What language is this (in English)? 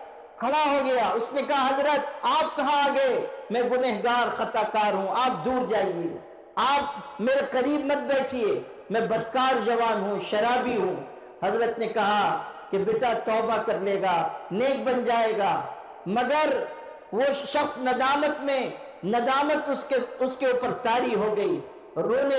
Urdu